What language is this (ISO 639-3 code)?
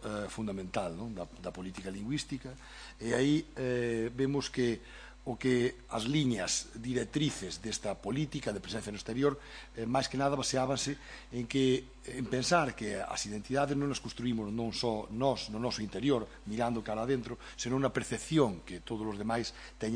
glg